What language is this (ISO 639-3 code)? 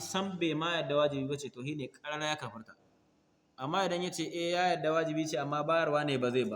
hau